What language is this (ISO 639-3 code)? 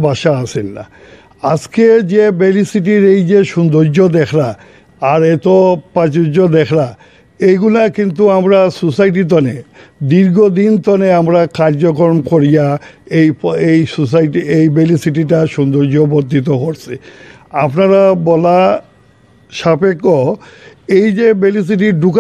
syl